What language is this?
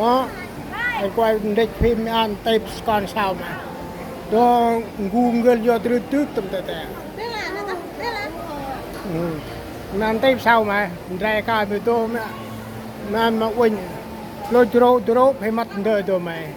Central Mnong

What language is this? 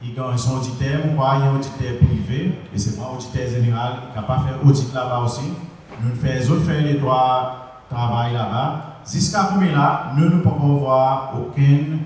Seselwa Creole French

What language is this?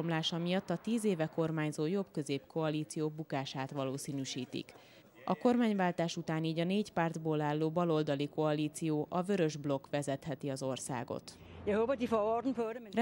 Hungarian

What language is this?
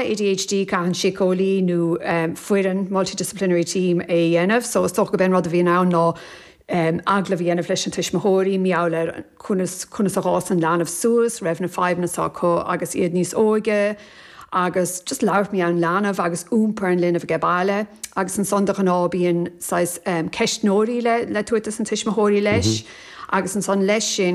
Irish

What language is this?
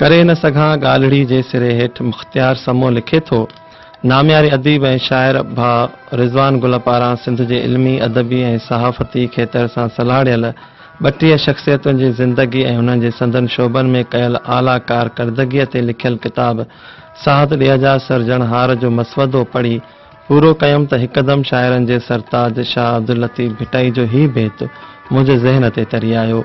Sindhi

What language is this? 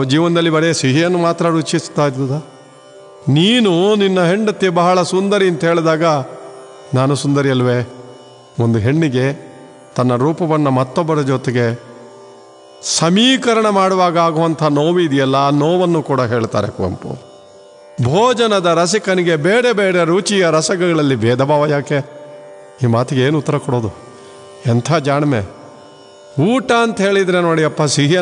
Kannada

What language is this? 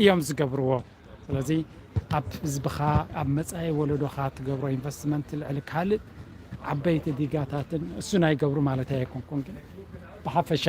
Tigrinya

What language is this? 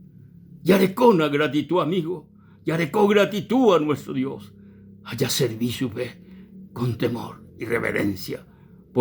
Guarani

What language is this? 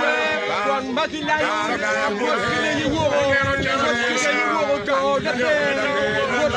Acoli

